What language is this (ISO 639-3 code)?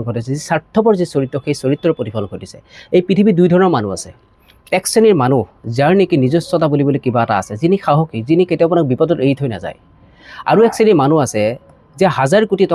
asm